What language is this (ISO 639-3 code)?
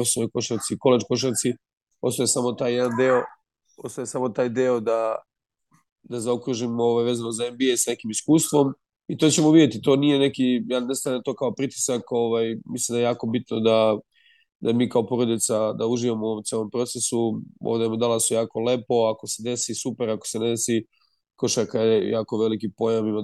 srp